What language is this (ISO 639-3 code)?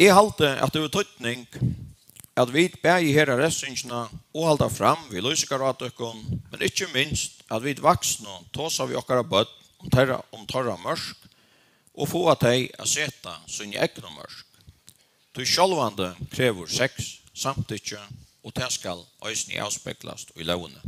fao